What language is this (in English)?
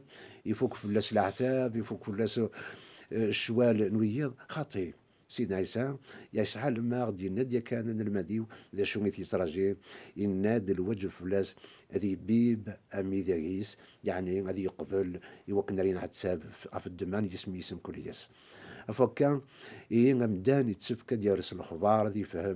Kabyle